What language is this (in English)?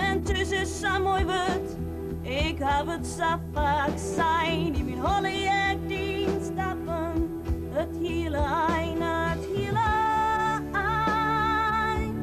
Western Frisian